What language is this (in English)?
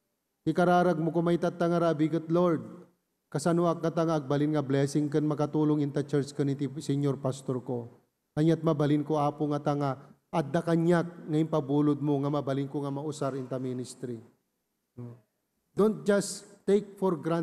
Iloko